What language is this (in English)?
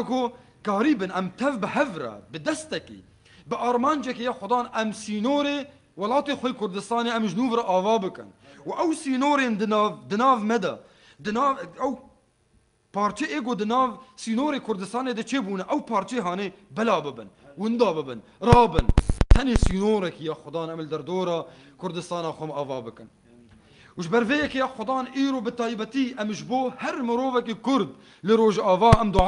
Kurdish